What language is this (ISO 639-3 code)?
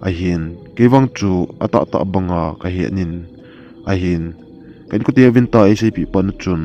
tcz